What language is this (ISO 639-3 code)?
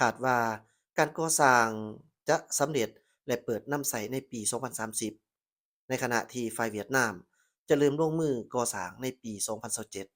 lao